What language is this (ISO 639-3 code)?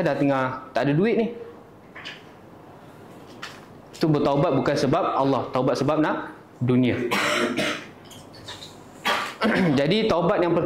msa